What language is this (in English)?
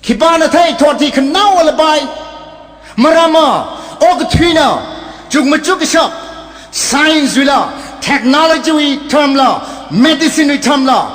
Tangkhul Naga (India)